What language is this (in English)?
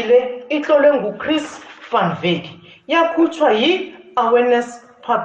South Ndebele